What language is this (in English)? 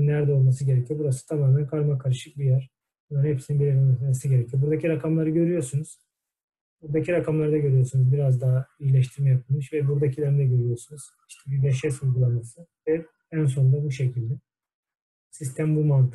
Turkish